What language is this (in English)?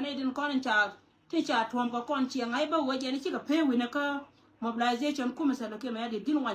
Nuer